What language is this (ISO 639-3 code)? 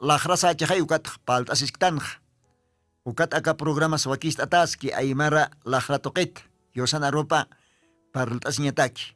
aym